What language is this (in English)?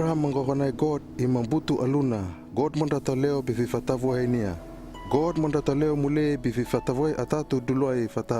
Hano